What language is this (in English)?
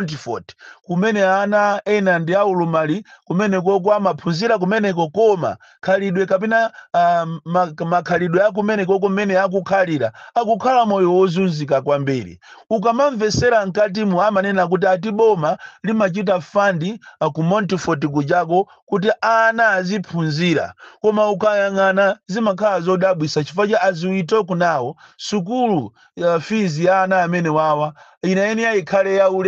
Nyanja